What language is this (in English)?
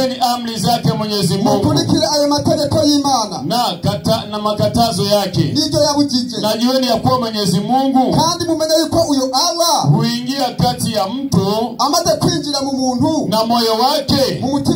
Rundi